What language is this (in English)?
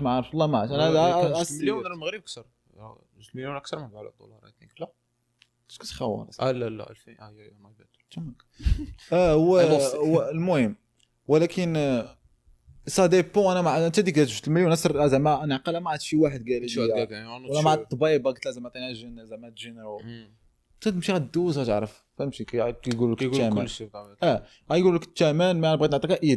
Moroccan Arabic